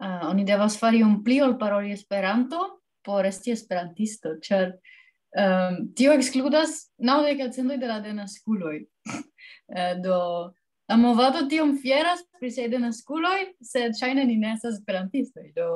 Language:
Esperanto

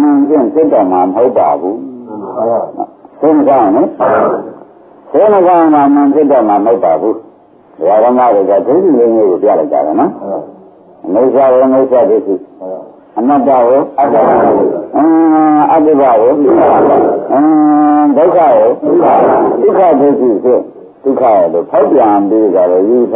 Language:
Burmese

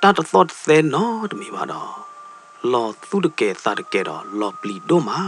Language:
S'gaw Karen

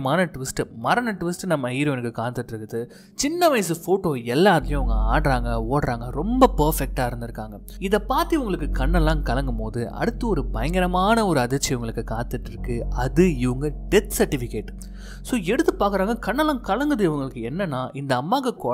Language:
Tamil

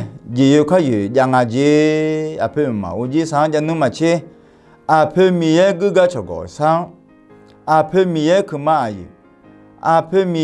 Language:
Akha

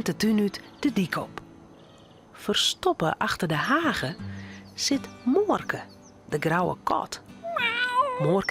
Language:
Western Frisian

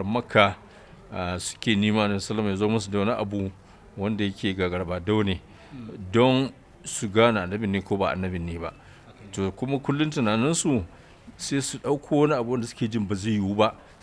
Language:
Hausa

